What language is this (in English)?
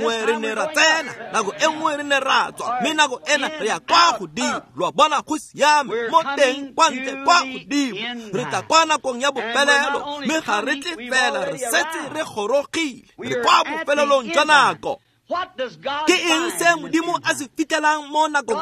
Tswana